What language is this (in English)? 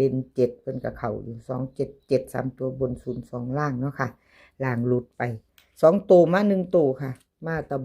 Northeastern Thai